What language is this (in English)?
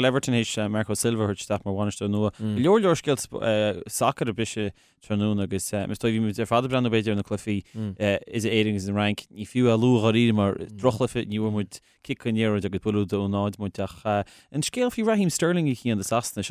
Irish